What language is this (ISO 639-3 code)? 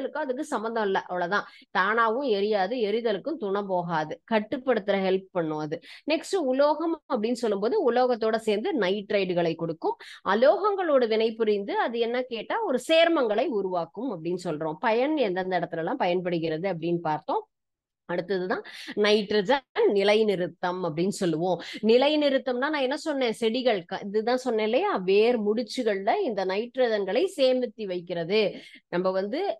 tam